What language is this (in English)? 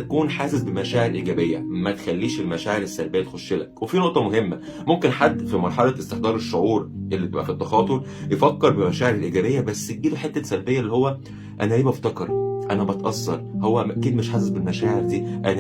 Egyptian Arabic